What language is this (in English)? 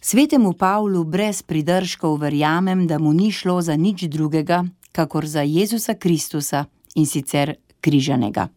Slovenian